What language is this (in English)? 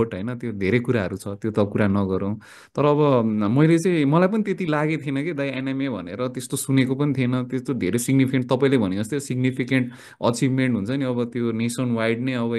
Nepali